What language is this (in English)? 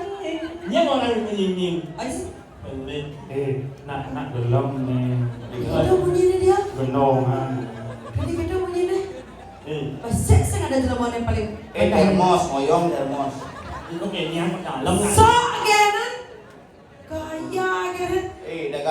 Balinese